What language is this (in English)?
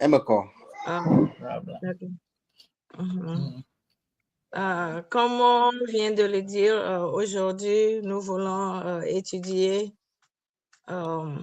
Ewe